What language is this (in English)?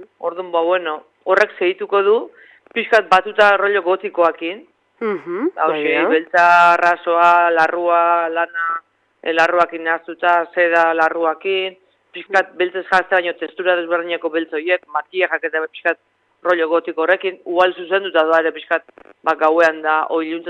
Basque